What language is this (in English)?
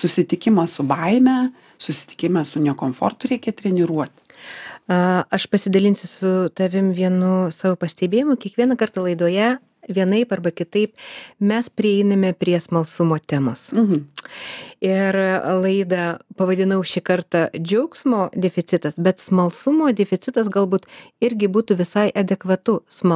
Lithuanian